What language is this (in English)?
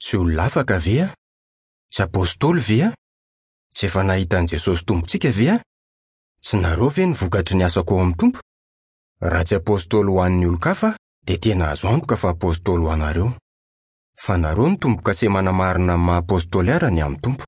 Malagasy